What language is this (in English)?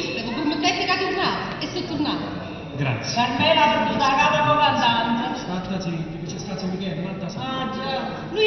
Neapolitan